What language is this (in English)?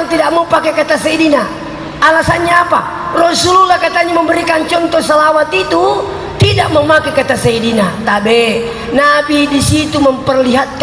Buginese